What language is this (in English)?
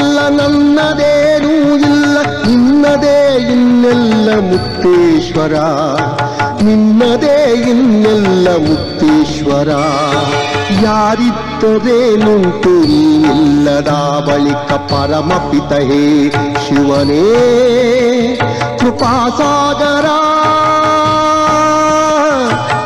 Kannada